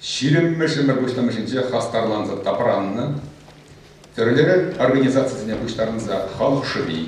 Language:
Chuvash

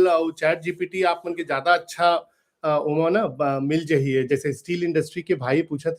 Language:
Chhattisgarhi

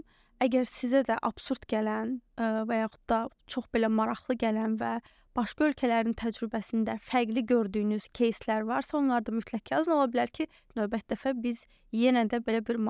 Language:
Azerbaijani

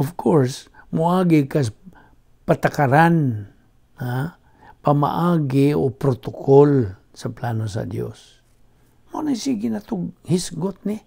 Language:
Cebuano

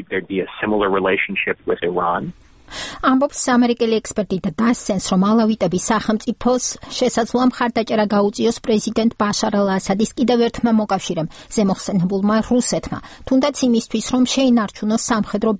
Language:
Georgian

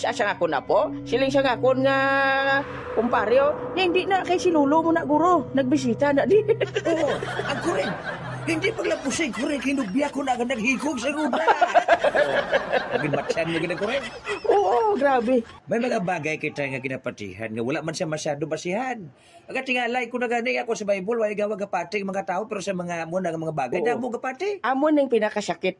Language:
Hiligaynon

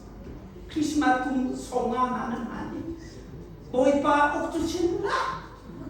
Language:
Hakha Chin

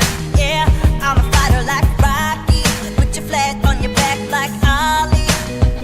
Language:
Kara-Kalpak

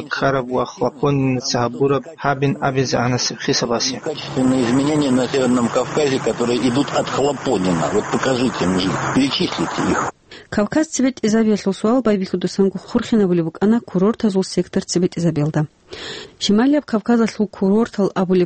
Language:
Avaric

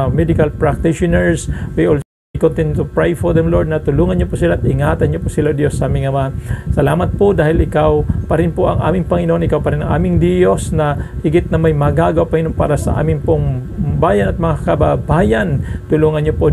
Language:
Filipino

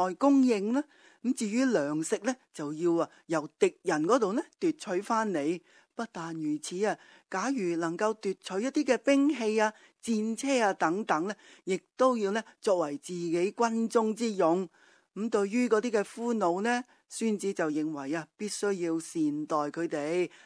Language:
Cantonese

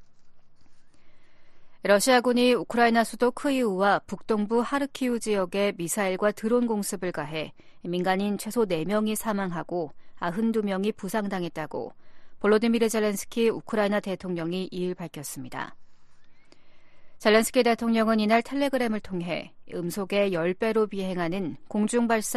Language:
Korean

